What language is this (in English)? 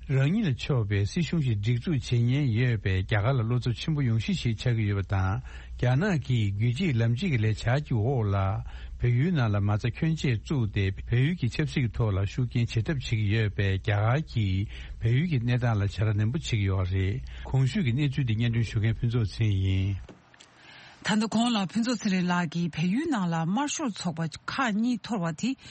Tibetan